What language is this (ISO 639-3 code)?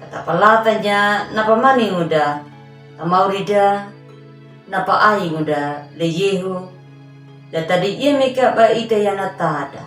akg